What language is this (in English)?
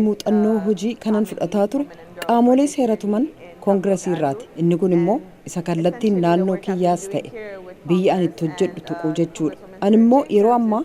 Oromo